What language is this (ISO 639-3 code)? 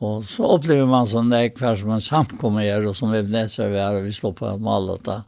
fao